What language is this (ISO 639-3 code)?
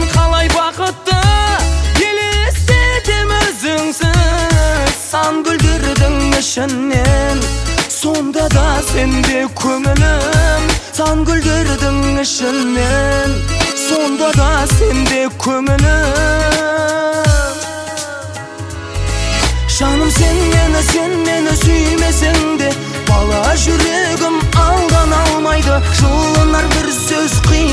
kaz